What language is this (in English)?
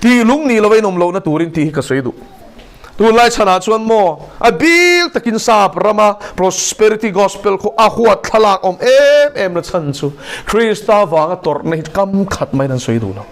Mizo